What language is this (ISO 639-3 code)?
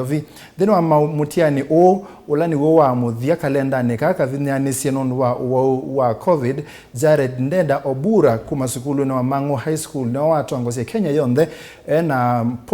kam